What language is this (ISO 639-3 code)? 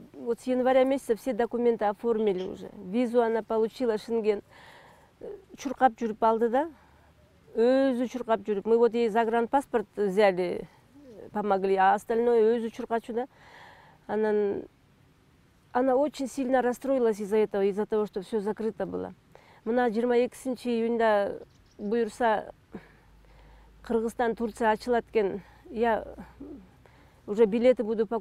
kir